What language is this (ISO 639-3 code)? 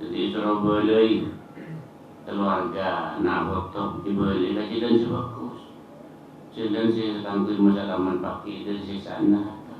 mad